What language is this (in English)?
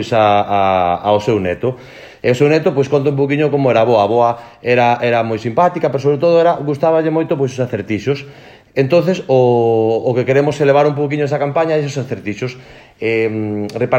Galician